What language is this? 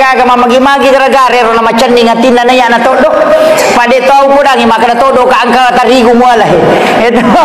Buginese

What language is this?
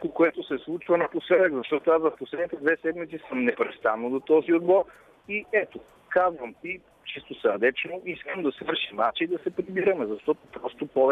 Bulgarian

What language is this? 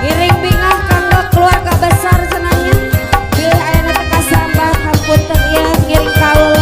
Sundanese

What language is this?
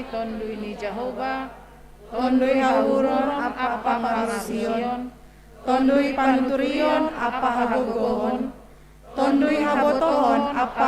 Batak Simalungun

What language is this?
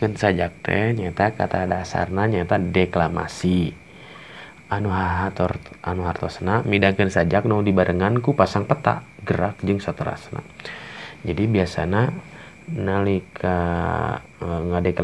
Sundanese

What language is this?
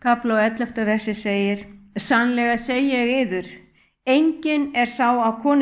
Icelandic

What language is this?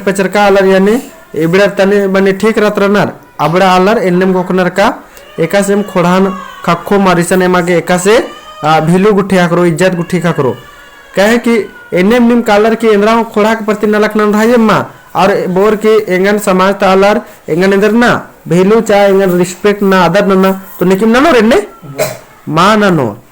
Kurukh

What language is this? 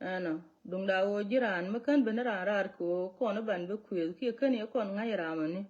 Nuer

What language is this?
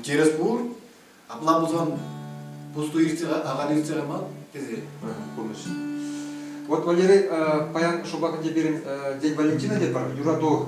Chuvash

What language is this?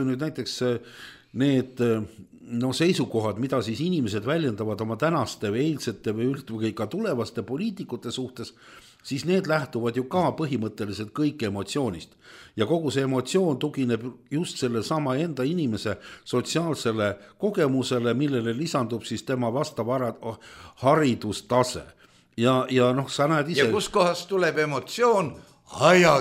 Estonian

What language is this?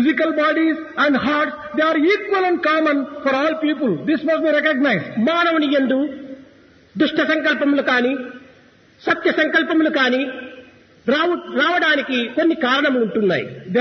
Telugu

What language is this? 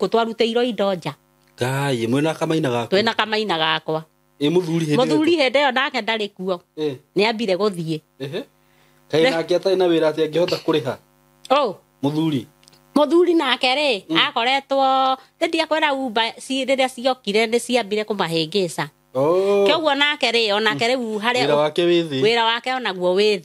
Kikuyu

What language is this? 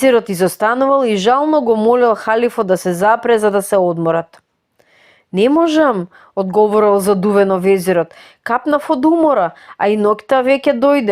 Macedonian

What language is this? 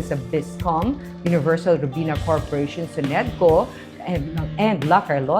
Hiligaynon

